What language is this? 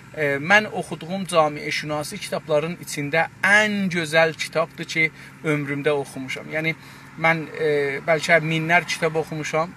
South Azerbaijani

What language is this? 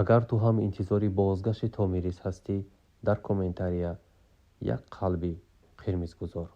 Tajik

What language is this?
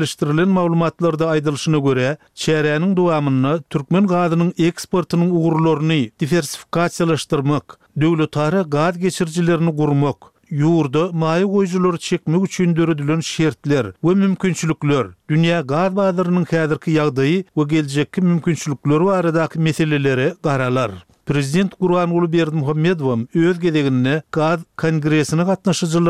Turkmen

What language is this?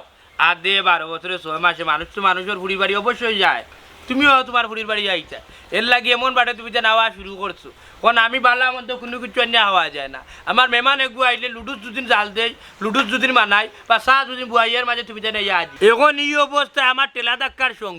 Sylheti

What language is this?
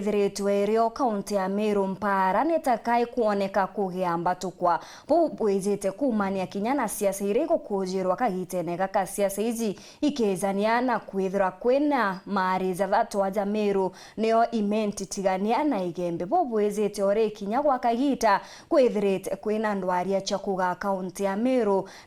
Meru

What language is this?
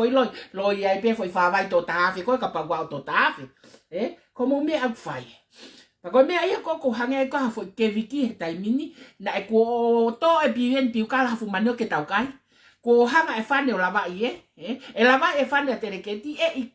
Tongan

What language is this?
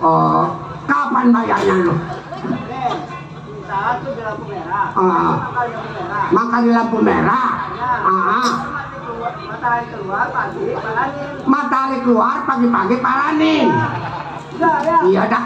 Betawi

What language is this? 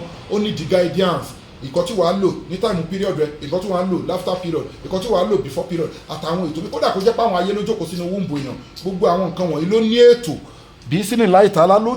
Yoruba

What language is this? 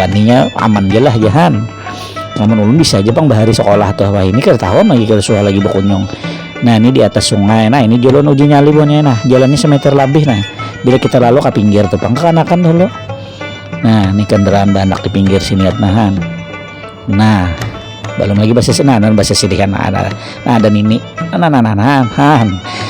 Banjar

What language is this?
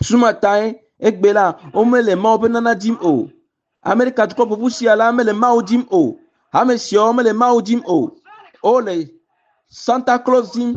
Ewe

